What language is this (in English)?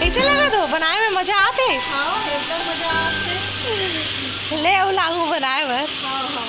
Chhattisgarhi